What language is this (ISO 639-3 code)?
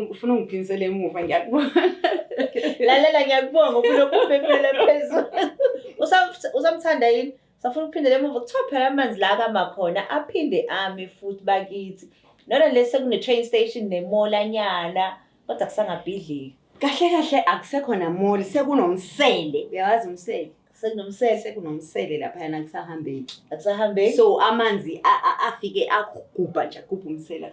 zul